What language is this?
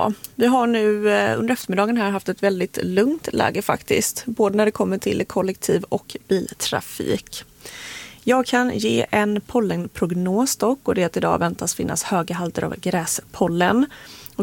Swedish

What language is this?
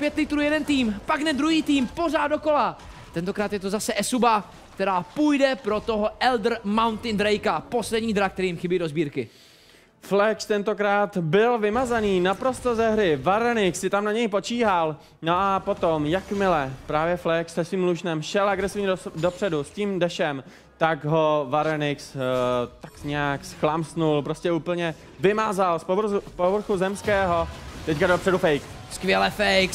Czech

